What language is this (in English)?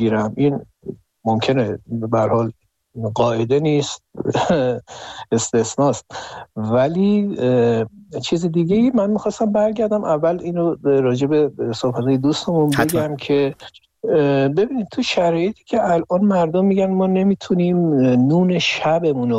Persian